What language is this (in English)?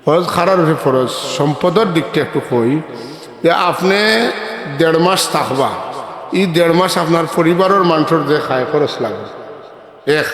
Sylheti